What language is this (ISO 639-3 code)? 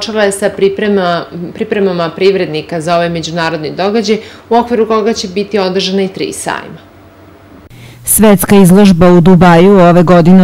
srp